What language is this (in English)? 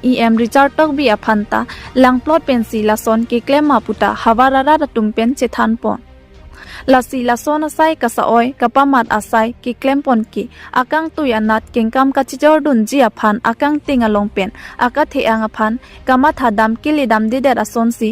Karbi